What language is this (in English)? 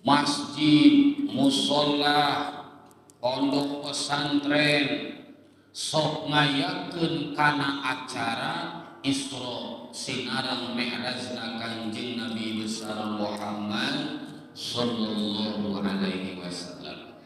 Sundanese